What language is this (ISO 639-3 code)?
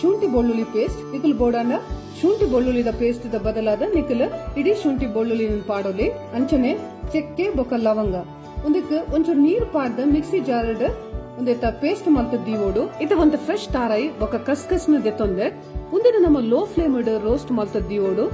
tcy